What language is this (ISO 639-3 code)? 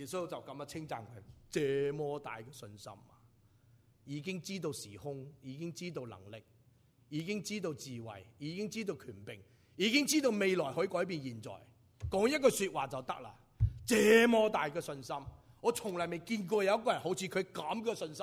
yue